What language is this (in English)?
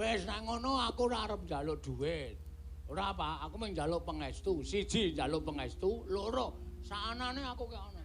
Javanese